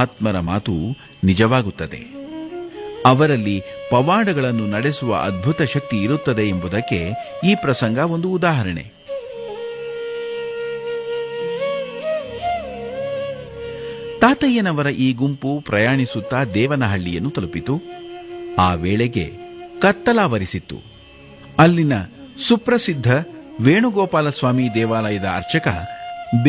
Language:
Kannada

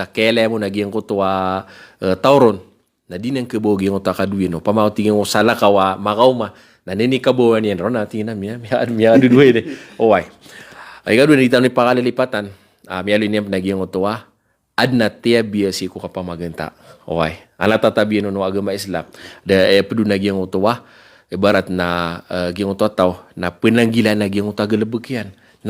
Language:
Maranao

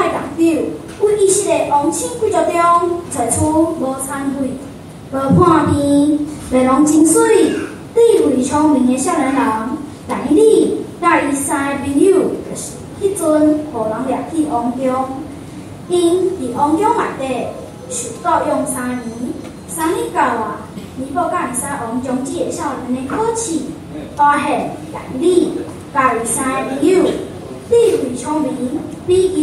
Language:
Min Nan Chinese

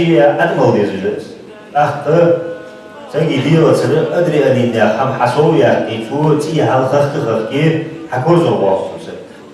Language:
Ingush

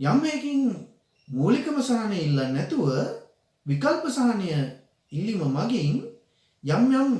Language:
Sinhala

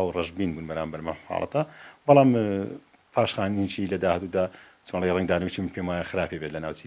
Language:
Central Kurdish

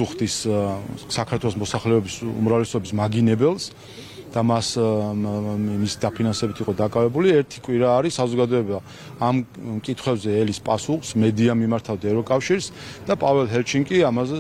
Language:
Georgian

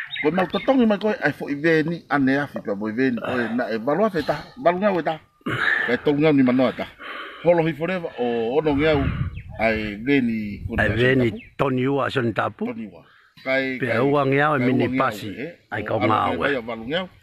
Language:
Tongan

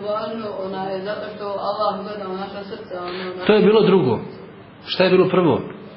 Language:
Bosnian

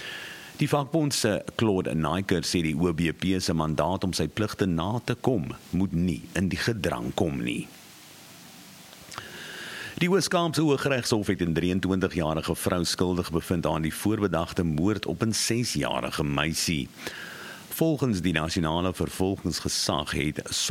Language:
Afrikaans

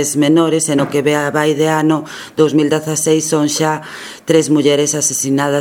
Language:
Galician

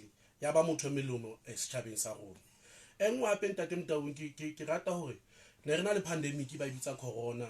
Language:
Southern Sotho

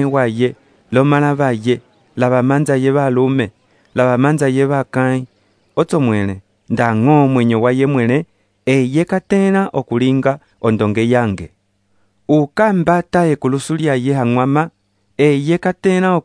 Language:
Umbundu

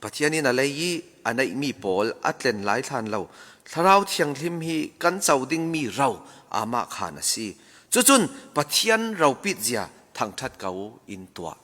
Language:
Falam Chin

